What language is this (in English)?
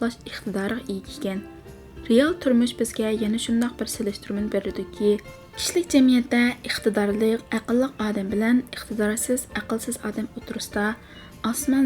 Uyghur